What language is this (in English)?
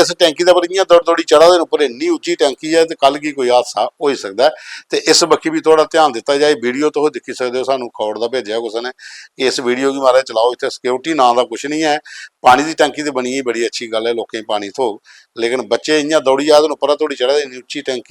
Dogri